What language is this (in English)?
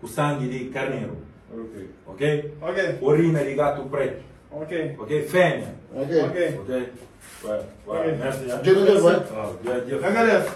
Kabuverdianu